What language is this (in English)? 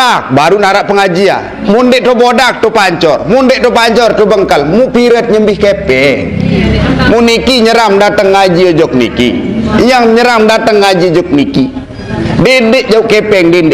Sasak